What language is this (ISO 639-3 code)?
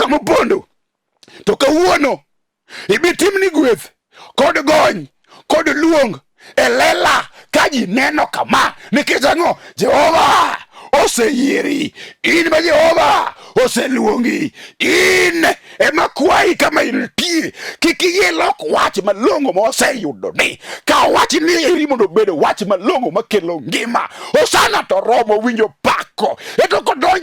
luo